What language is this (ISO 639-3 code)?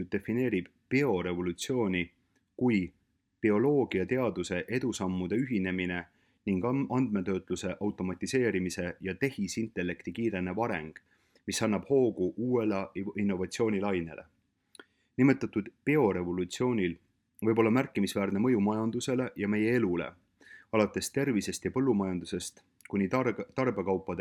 est